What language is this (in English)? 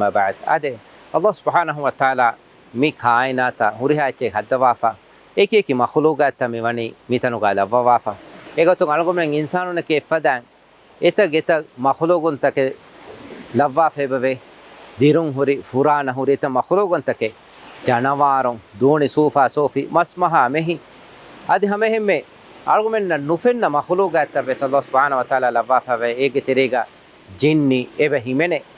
Divehi